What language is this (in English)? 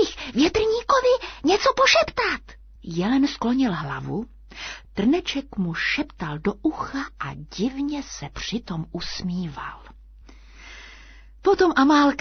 Czech